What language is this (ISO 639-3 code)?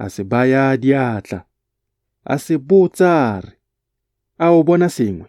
tsn